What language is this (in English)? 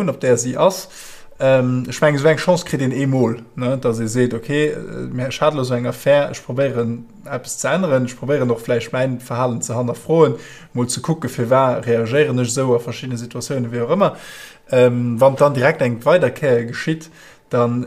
Luxembourgish